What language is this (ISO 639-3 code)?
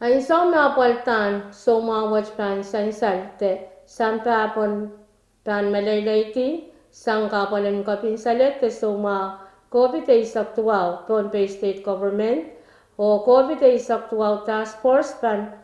pon